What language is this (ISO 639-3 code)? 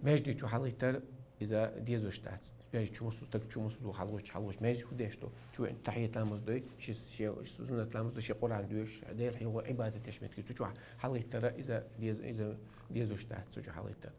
che